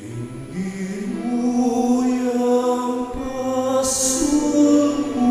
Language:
Pampanga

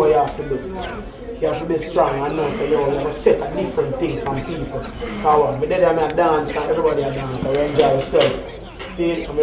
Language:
Jamaican Creole English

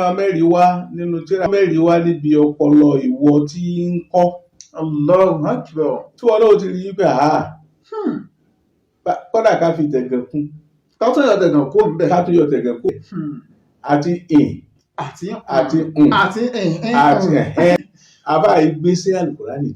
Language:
Yoruba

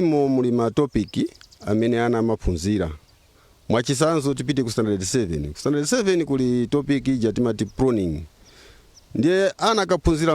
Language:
Nyanja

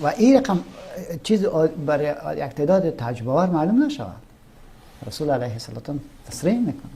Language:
Persian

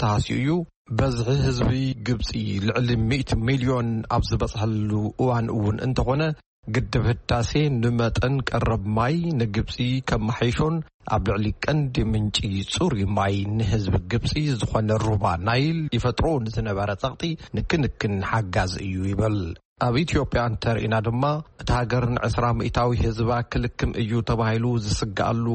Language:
Tigrinya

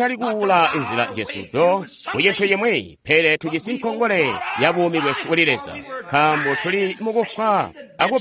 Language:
Tonga (Zambia)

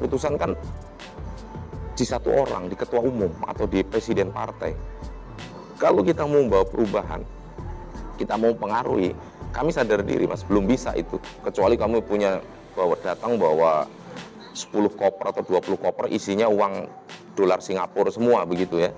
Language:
Indonesian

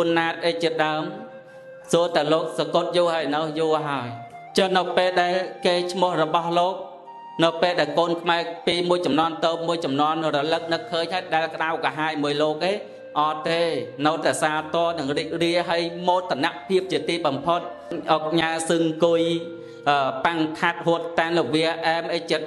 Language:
Khmer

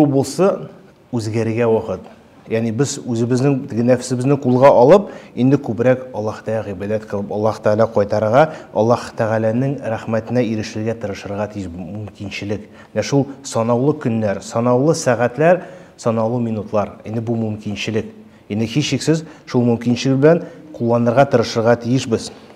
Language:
Tatar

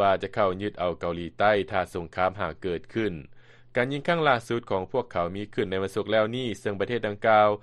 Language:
Lao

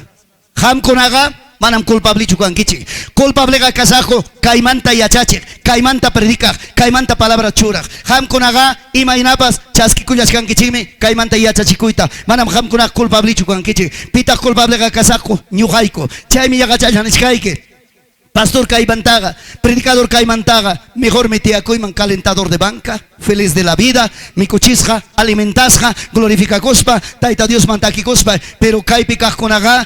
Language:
Ayacucho Quechua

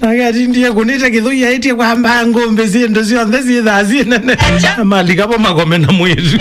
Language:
Kamba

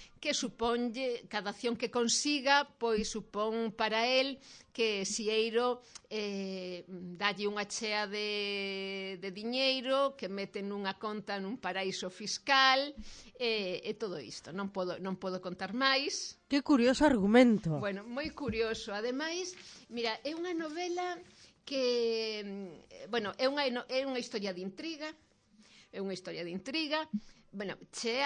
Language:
Galician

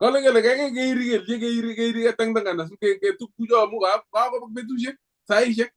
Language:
Kalenjin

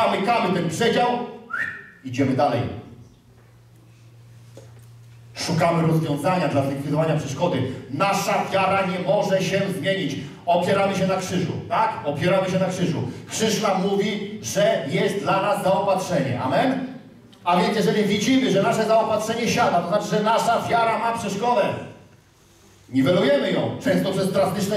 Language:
Polish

